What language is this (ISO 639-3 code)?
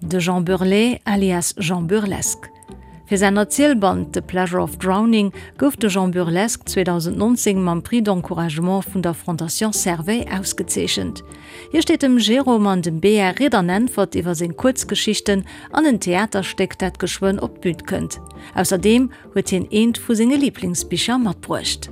ltz